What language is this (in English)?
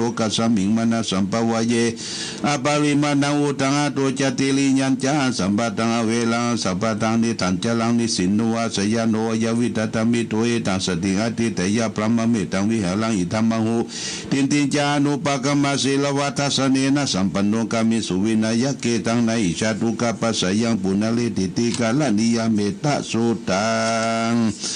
Pali